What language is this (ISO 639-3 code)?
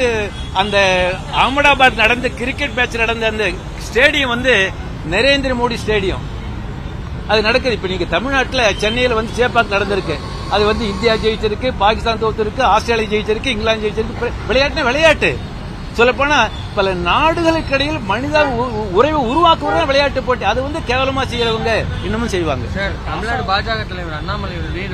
tam